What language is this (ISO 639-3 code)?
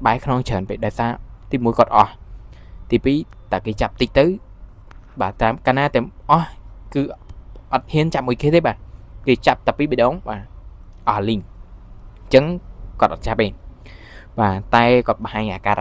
khm